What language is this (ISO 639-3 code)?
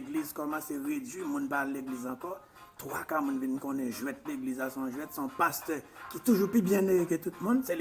hat